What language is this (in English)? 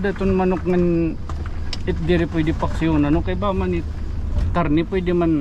Waray